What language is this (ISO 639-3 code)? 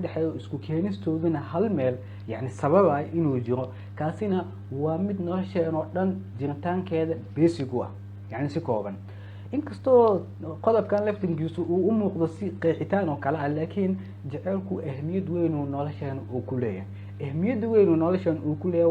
som